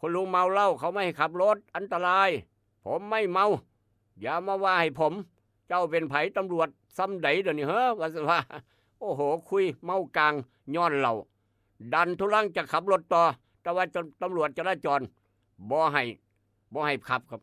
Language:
Northeastern Thai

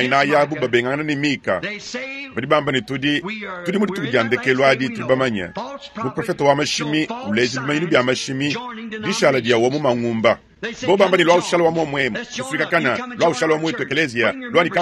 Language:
Luba-Lulua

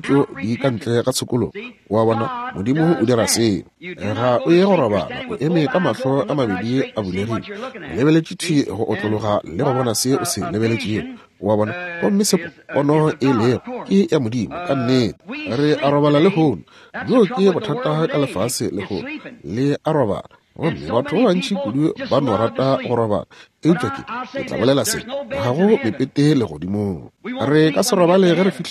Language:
Northern Sotho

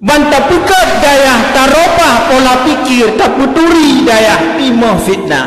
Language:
Achinese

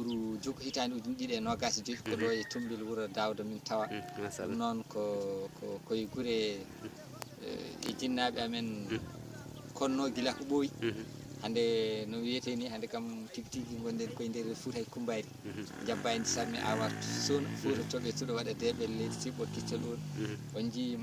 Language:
Fula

